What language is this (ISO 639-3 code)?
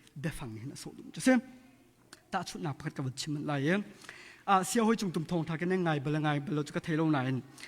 cnh